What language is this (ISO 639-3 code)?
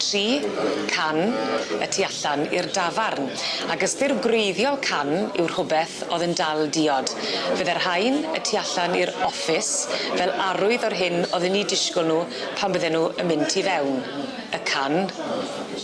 cym